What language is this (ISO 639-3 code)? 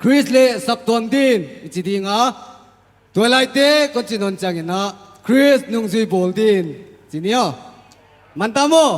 pck